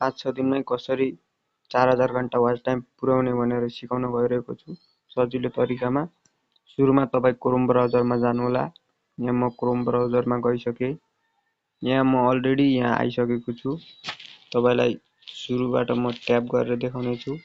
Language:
Nepali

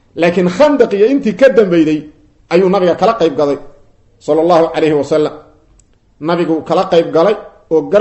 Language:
Somali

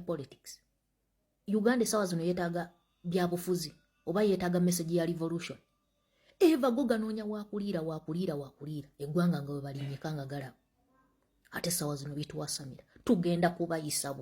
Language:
Ganda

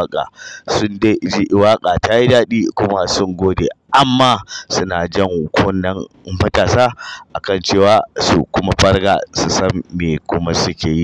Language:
Hausa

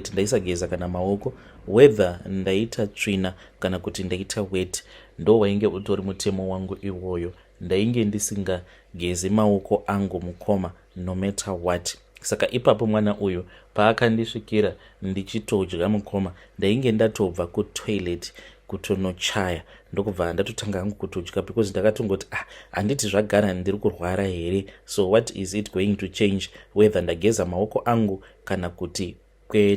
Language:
Shona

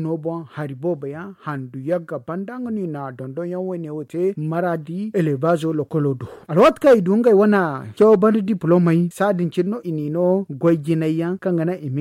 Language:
Zarma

